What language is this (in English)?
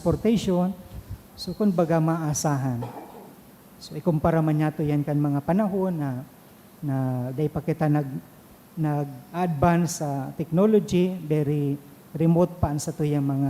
Bikol